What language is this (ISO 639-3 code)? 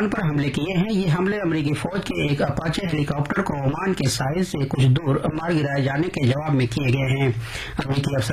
urd